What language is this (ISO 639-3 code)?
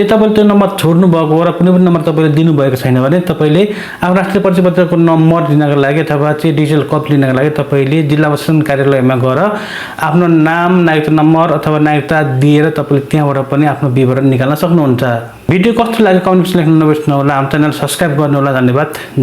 nep